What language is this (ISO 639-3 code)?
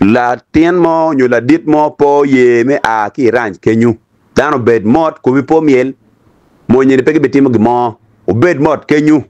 ach